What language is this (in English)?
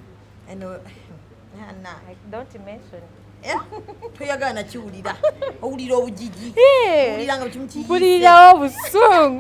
Ganda